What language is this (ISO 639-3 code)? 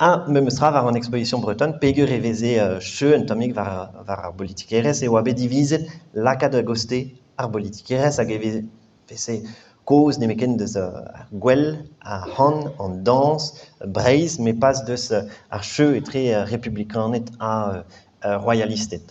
bre